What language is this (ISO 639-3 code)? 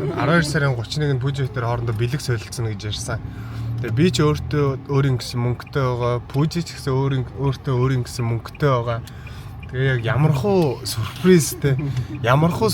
mon